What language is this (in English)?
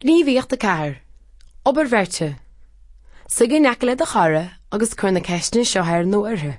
Irish